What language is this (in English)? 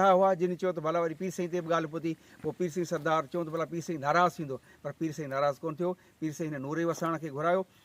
Sindhi